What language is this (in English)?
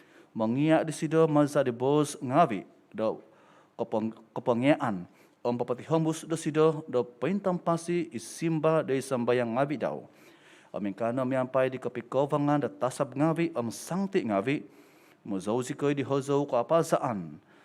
Central Dusun